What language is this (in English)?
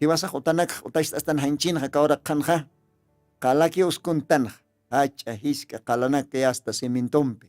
Aymara